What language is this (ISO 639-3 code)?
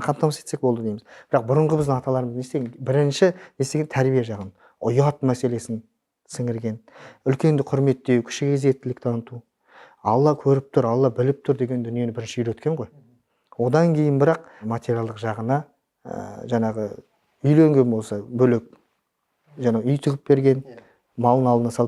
kaz